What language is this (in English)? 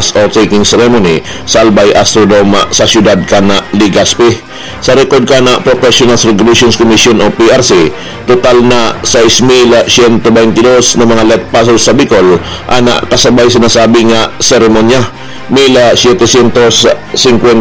Bikol